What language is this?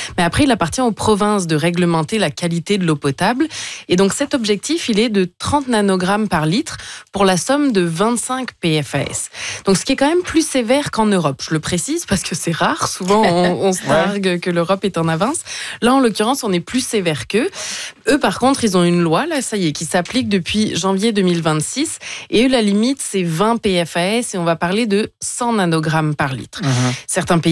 French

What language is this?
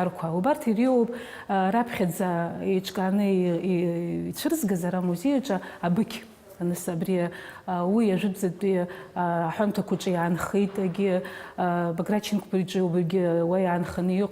Abkhazian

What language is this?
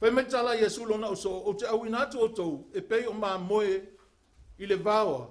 Samoan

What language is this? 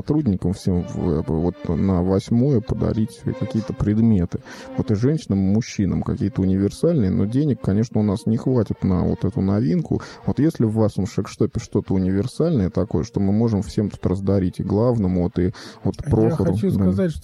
Russian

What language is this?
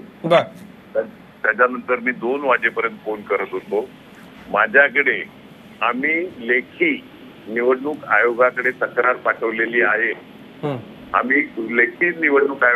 Marathi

